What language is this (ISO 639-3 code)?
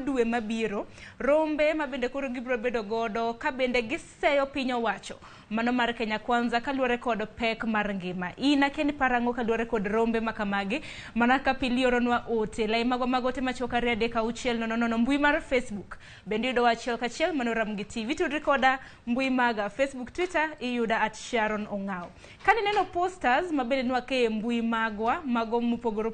luo